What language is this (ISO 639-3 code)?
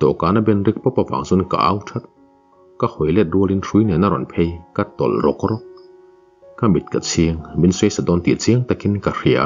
lus